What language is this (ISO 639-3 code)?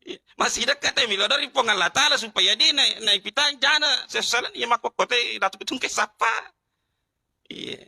bug